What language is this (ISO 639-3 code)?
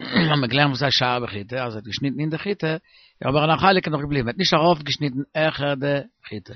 yid